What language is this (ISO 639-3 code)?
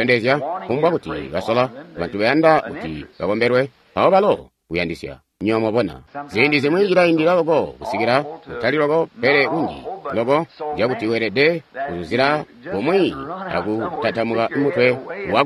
toi